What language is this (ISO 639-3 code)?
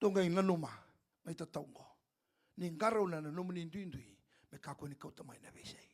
fij